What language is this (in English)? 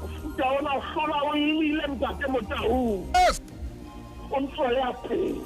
Southern Sotho